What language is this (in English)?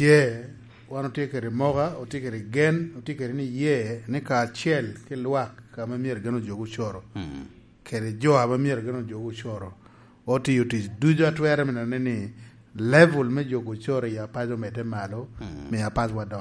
Lango (Uganda)